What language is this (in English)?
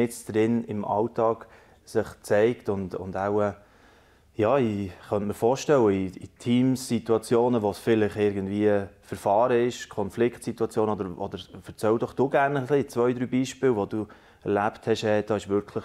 Swiss German